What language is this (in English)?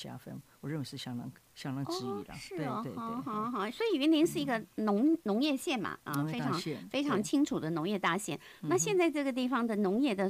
Chinese